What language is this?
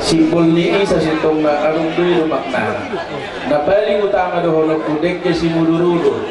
Batak Toba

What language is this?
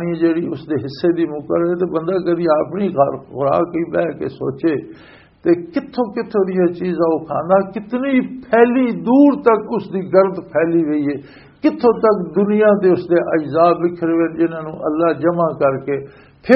Western Panjabi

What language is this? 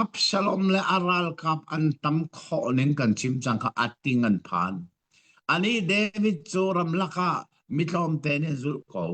Hakha Chin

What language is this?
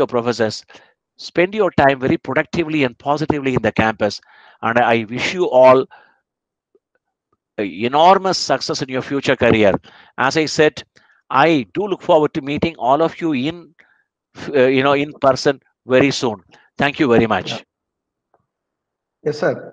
English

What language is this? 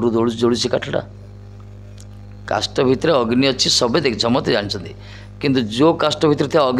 Odia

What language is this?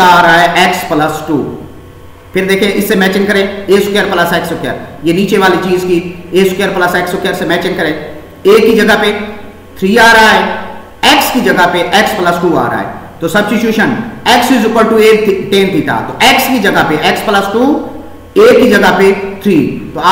Hindi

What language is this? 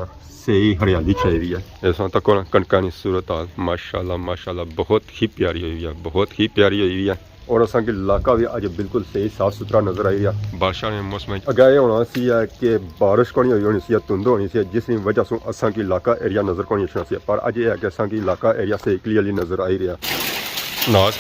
Pahari-Potwari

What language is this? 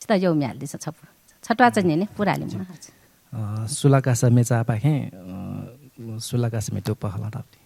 Newari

